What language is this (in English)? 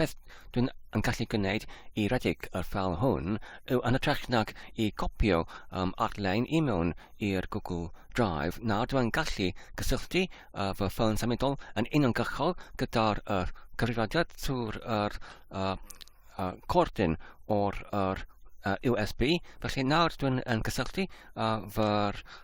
Welsh